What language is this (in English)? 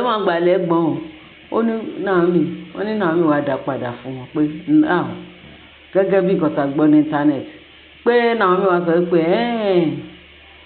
Yoruba